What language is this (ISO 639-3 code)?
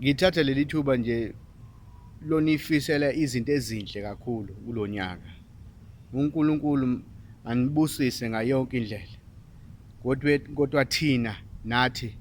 zul